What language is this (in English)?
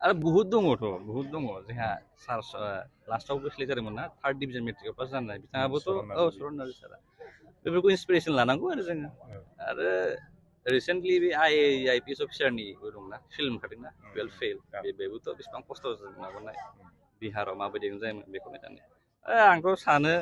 Bodo